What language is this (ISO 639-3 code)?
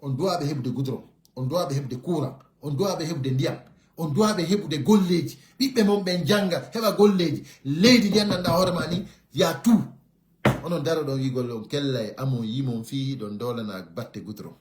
ful